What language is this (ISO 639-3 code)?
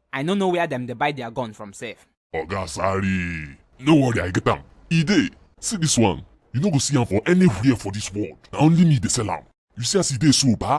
pcm